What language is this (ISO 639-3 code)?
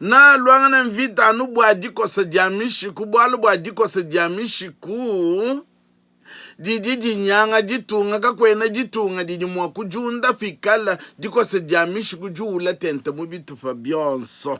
lua